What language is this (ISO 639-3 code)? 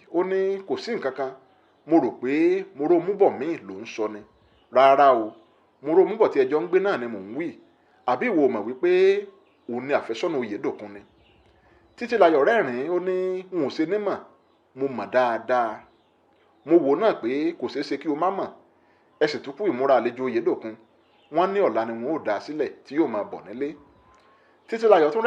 yor